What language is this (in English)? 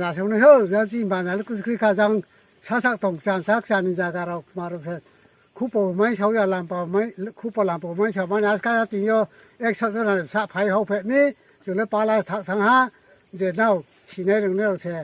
Riang (India)